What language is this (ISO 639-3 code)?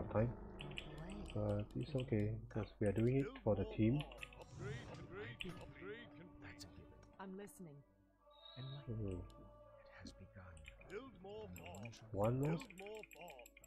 eng